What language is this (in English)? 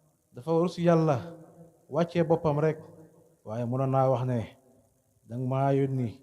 Wolof